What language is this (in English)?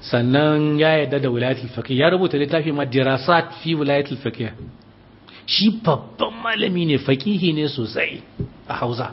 Hausa